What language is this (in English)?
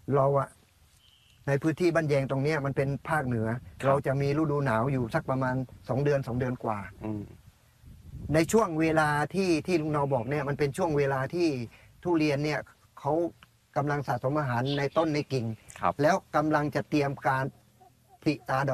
Thai